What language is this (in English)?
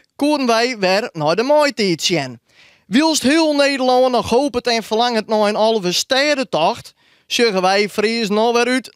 Western Frisian